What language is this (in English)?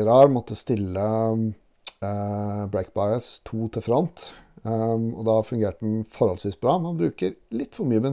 Norwegian